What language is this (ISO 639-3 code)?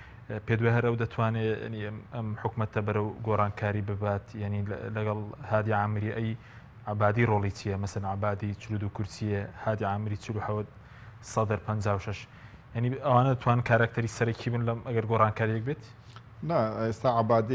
ckb